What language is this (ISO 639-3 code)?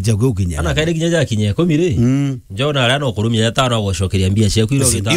mer